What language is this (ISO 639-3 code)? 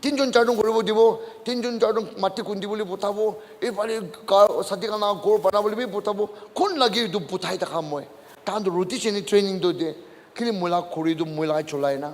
nag